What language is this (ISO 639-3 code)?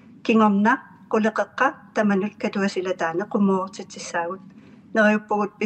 kal